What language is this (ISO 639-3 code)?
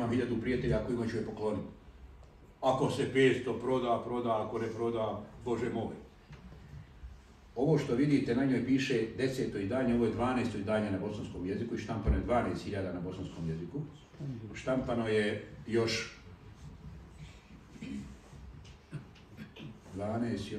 bos